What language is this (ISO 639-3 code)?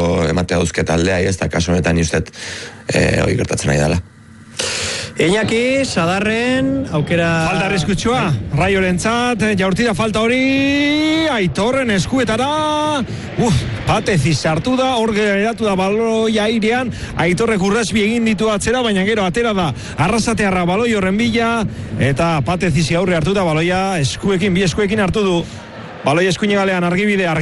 eus